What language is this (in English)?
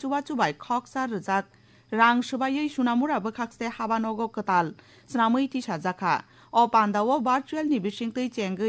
Kok Borok